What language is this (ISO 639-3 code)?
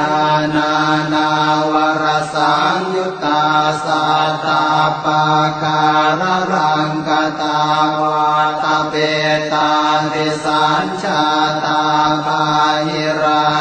pli